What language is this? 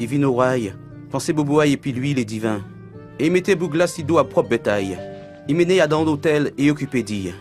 Guadeloupean Creole French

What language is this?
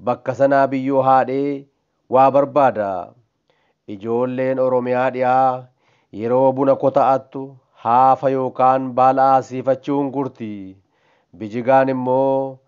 Oromo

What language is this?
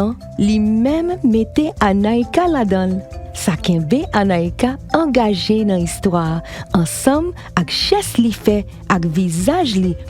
Haitian Creole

